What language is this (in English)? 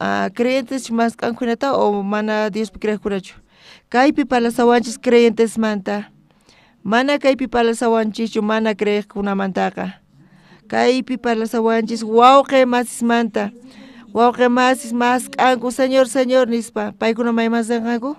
South Bolivian Quechua